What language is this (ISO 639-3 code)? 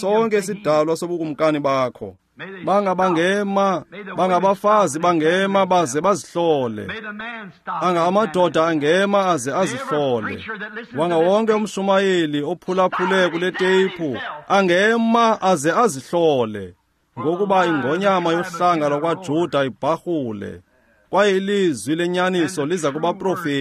xho